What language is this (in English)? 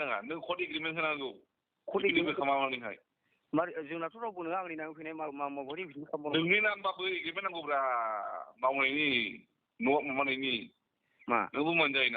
Bodo